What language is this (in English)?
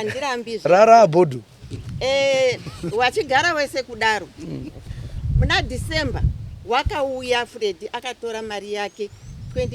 Shona